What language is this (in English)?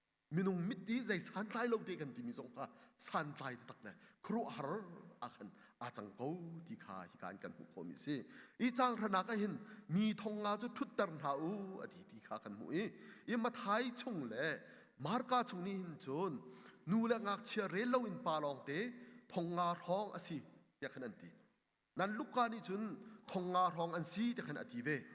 Hakha Chin